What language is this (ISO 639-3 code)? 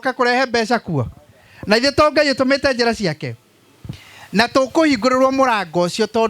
kik